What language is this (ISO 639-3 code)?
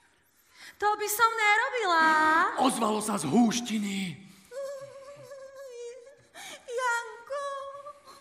slk